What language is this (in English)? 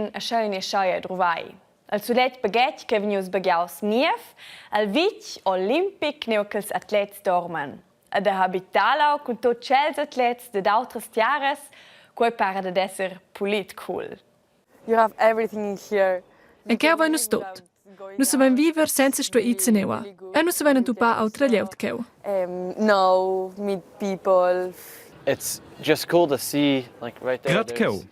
Romansh